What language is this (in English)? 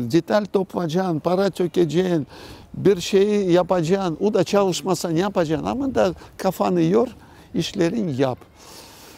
Crimean Tatar